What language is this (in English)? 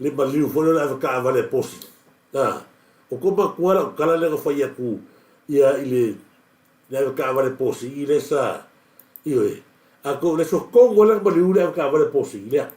Samoan